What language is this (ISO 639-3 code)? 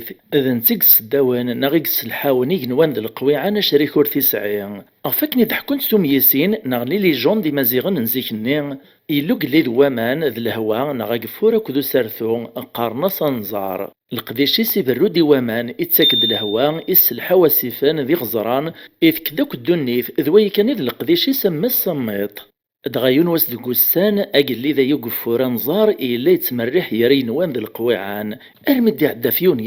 kab